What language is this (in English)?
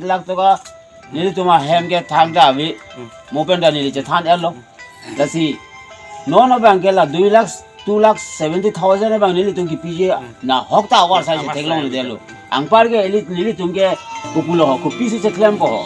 Karbi